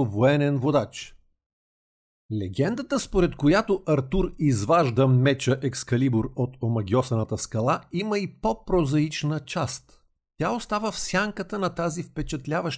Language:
Bulgarian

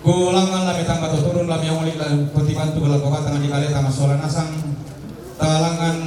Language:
Toraja-Sa'dan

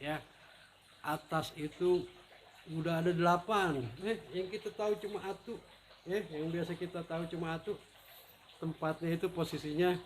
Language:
Betawi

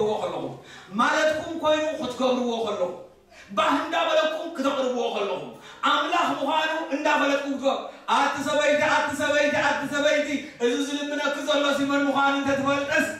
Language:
Tigrinya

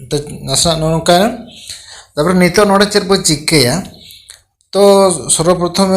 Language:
Santali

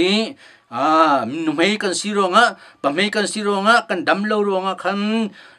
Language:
Hakha Chin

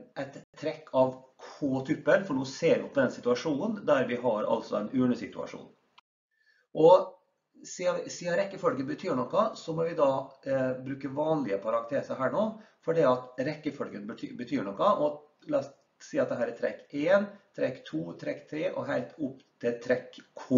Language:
Norwegian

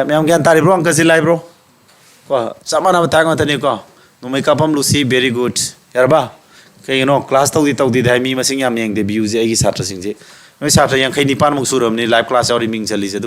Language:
Manipuri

